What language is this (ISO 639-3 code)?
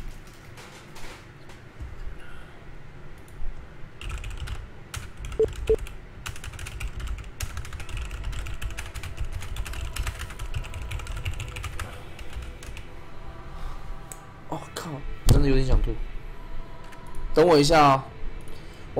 zho